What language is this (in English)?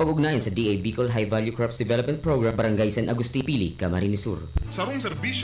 Bikol